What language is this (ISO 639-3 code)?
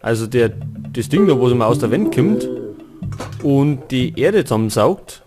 bar